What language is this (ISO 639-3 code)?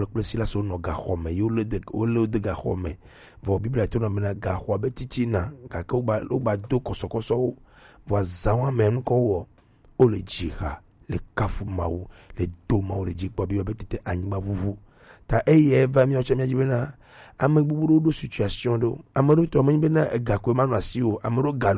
gej